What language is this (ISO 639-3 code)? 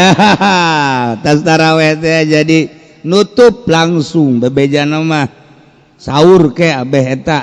sun